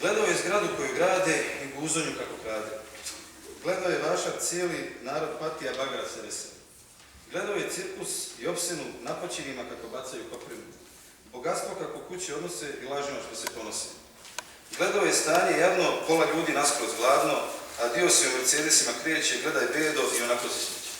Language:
Bosnian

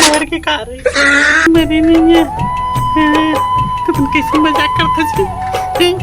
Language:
Chhattisgarhi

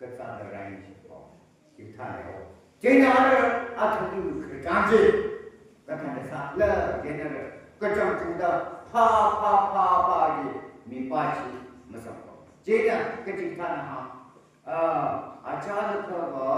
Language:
Tangkhul Naga (India)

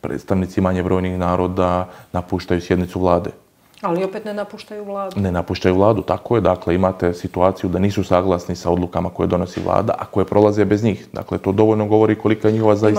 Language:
Bosnian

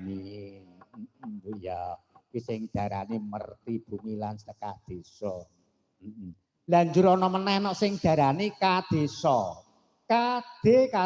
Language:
Javanese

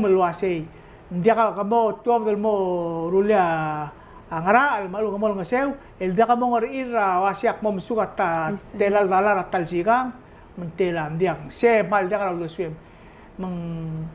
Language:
Palauan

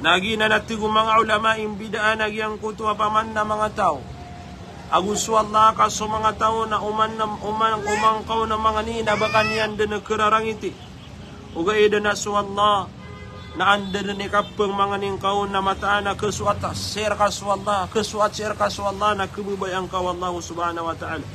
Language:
Maranao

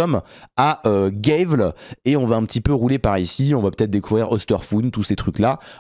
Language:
French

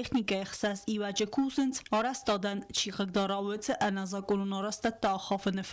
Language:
Ossetic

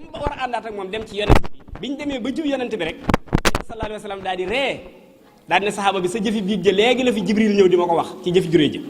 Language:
Wolof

